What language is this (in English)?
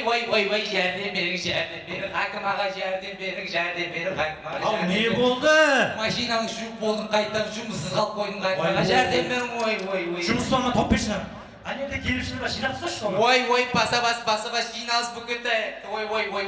Kara-Kalpak